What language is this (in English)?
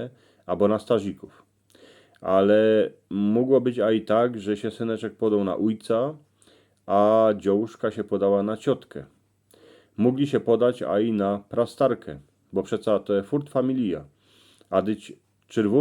Silesian